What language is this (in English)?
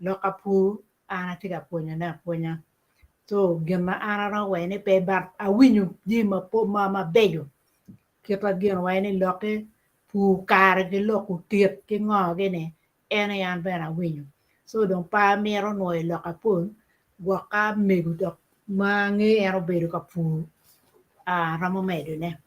Acoli